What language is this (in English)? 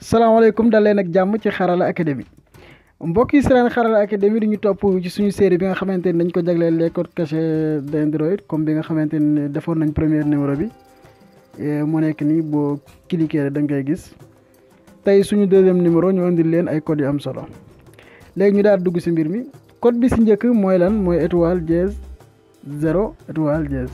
Wolof